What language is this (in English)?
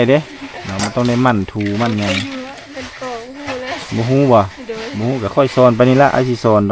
Lao